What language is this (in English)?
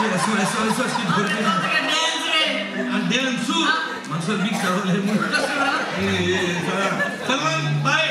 Konkani